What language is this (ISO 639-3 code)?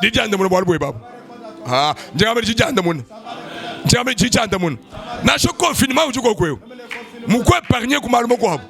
lua